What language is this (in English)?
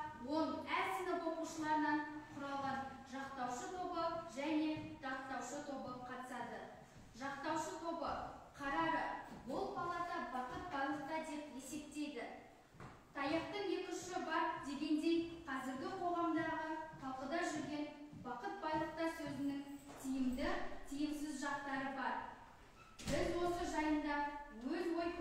Kazakh